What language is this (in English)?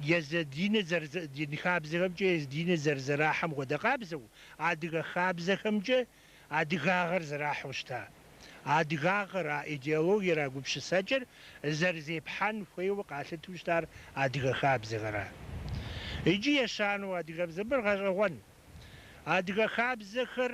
Kabardian